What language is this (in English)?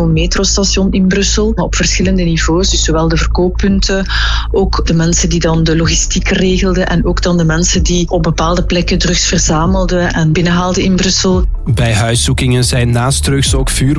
Dutch